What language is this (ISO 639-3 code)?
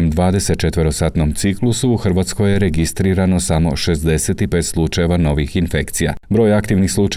hrv